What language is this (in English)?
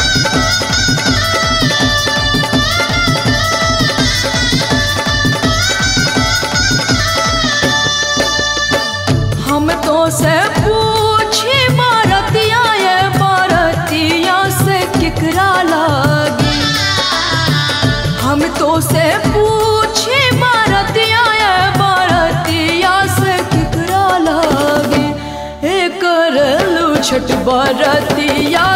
Bhojpuri